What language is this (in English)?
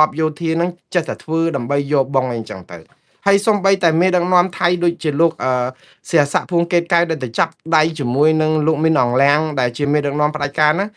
Khmer